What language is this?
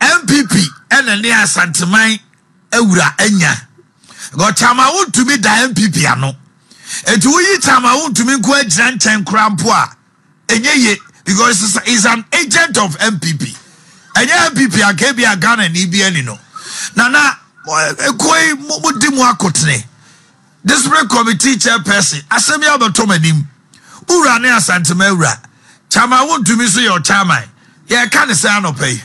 Akan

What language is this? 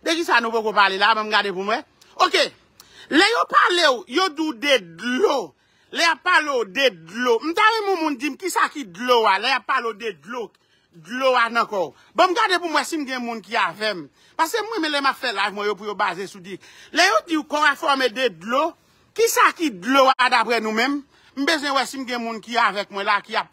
Haitian Creole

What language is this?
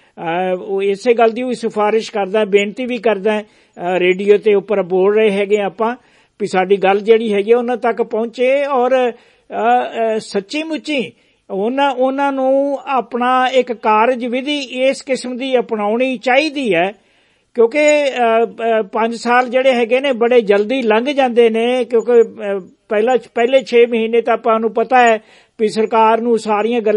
Punjabi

